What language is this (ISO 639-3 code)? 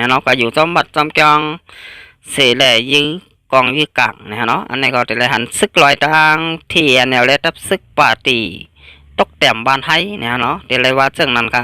shn